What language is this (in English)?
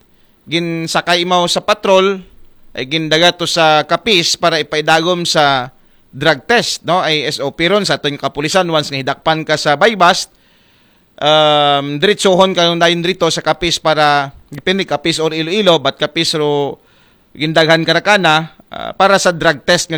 Aklanon